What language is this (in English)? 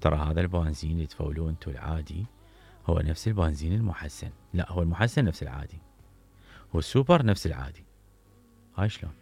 Mesopotamian Arabic